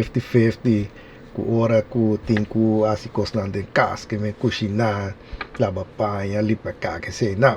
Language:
Papiamento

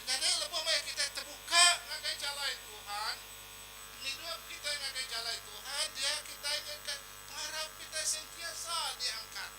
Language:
Iban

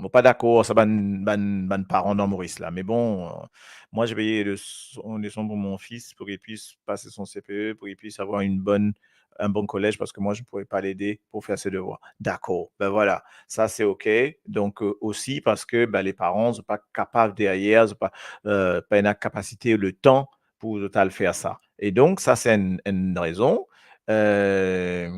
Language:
Morisyen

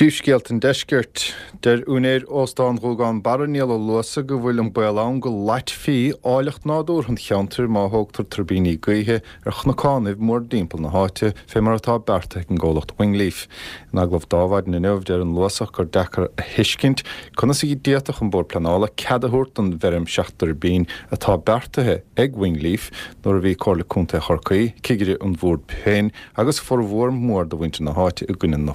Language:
Irish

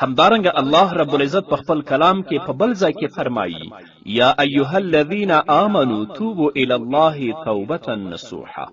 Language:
Pashto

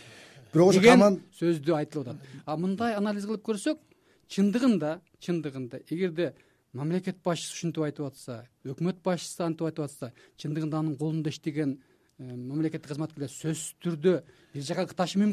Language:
Kyrgyz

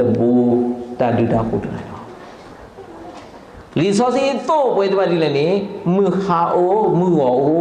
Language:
S'gaw Karen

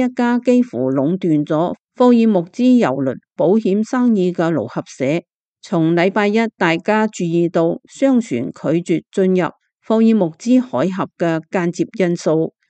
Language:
Cantonese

